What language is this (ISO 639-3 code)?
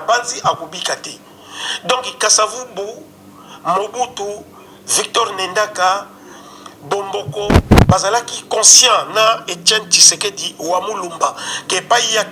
lin